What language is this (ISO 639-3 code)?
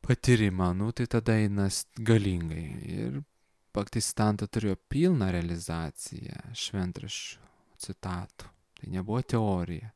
lit